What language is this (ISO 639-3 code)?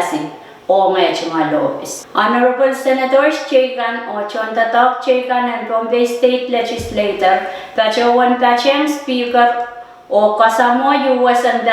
pon